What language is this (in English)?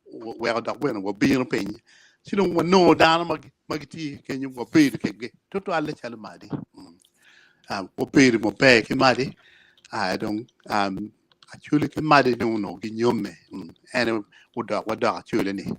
Acoli